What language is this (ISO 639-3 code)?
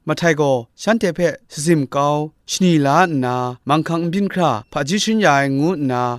kac